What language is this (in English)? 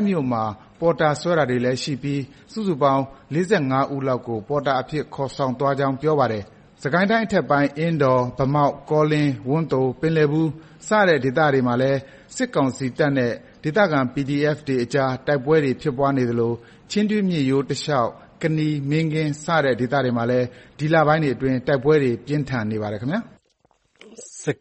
Burmese